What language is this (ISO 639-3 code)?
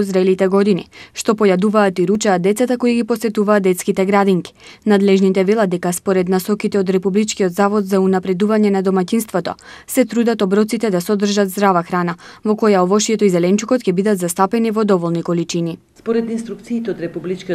mkd